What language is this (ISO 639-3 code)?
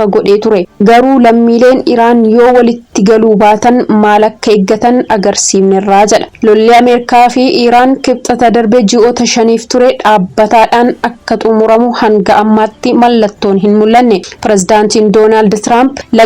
orm